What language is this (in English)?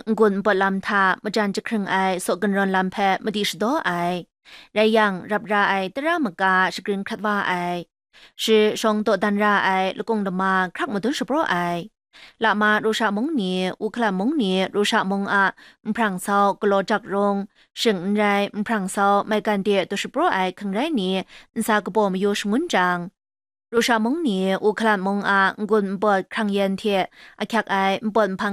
Kachin